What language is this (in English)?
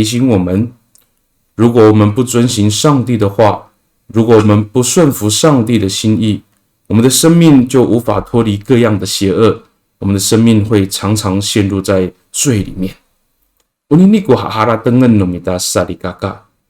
Amis